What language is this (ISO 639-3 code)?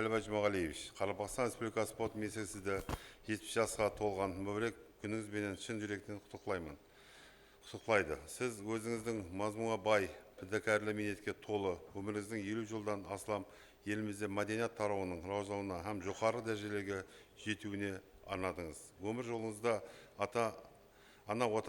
kaa